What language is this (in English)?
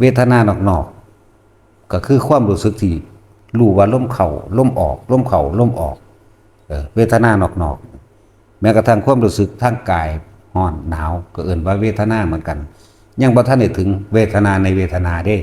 Northeastern Thai